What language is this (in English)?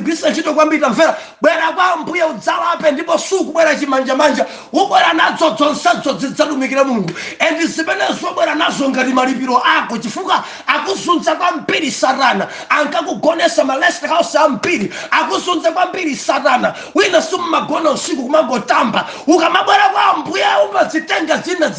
Nyanja